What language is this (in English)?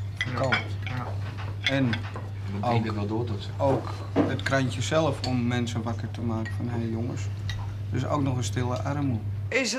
Dutch